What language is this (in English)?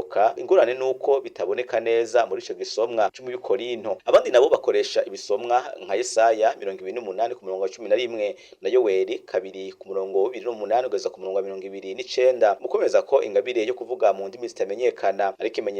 Rundi